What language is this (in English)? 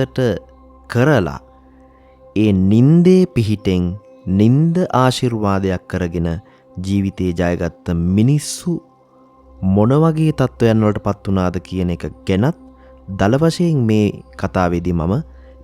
Sinhala